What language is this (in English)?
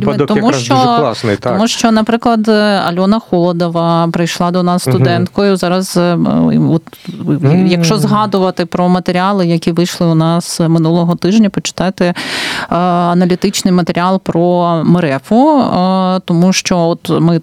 Ukrainian